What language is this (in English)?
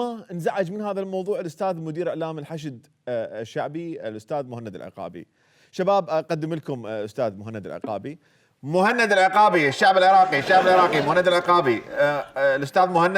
Mesopotamian Arabic